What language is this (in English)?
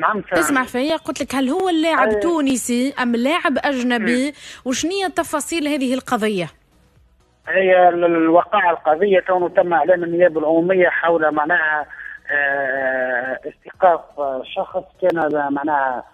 Tunisian Arabic